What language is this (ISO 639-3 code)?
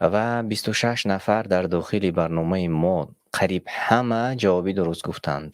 tgk